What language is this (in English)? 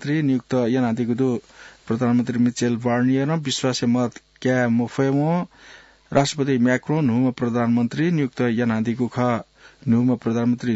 Newari